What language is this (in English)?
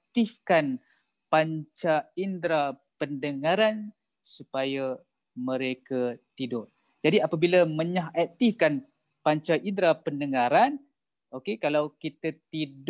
Malay